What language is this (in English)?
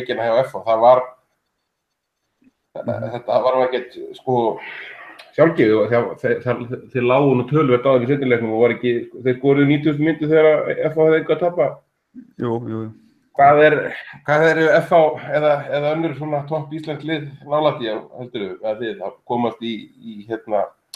Icelandic